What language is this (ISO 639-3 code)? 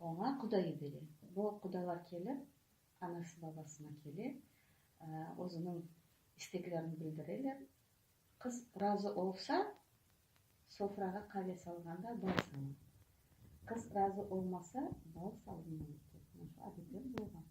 crh